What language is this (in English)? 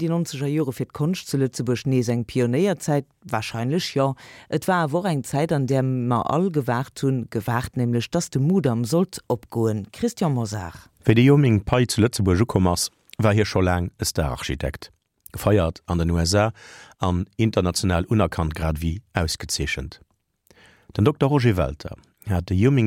Luxembourgish